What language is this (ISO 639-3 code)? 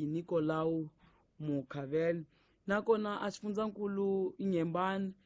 tso